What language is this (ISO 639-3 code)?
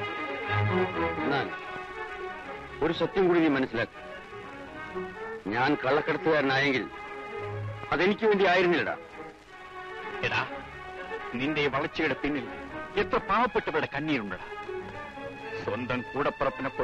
mal